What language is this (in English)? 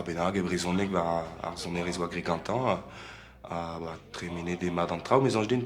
Breton